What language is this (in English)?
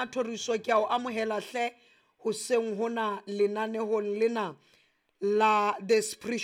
Southern Sotho